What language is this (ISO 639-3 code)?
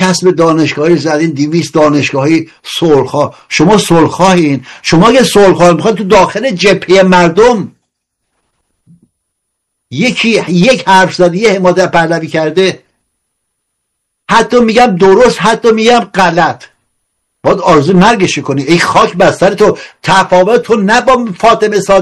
fas